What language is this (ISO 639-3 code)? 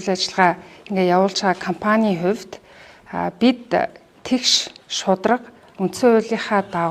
mon